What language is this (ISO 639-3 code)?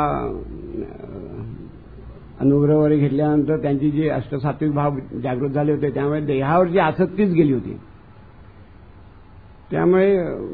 mar